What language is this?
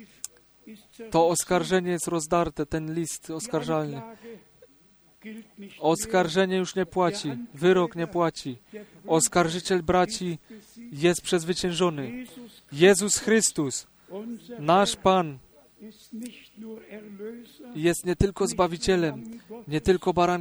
Polish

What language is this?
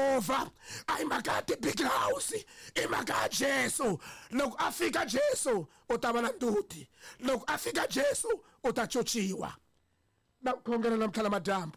Tsonga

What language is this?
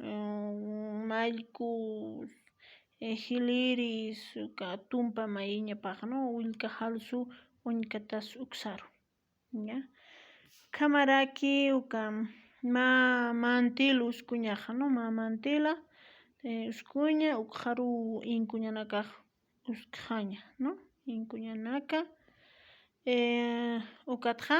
Aymara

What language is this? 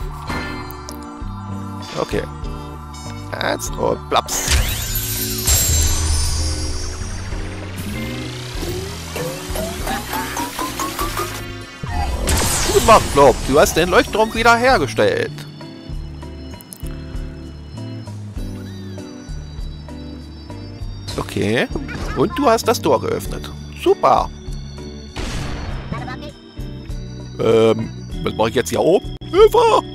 German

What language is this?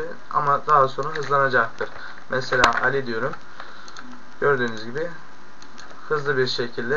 Turkish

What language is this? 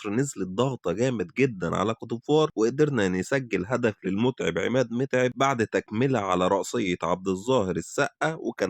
Egyptian Arabic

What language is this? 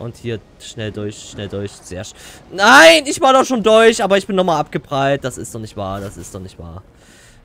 German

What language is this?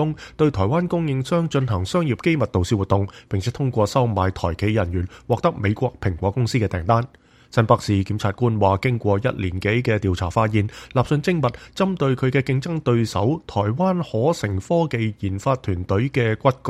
Cantonese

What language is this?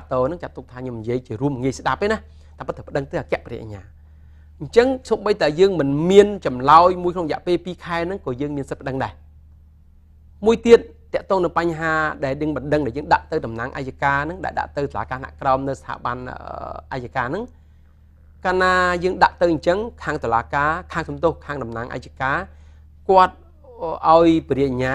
Khmer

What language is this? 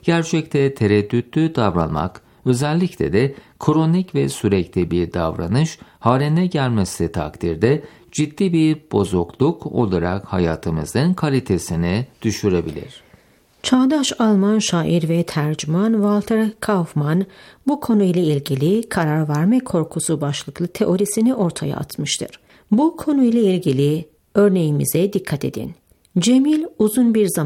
Turkish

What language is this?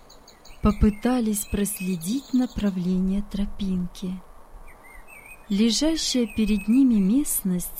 Russian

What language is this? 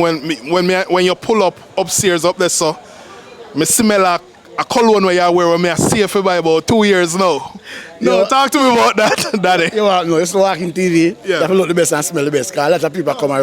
Jamaican Creole English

